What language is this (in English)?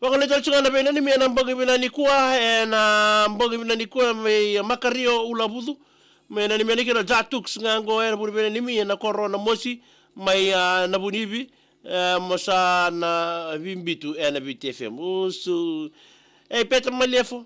Fijian